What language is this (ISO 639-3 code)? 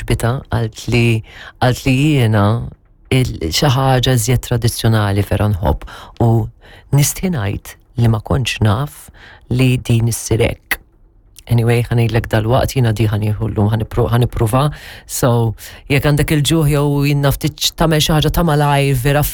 mlt